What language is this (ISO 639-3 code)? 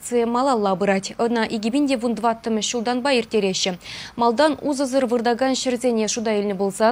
chv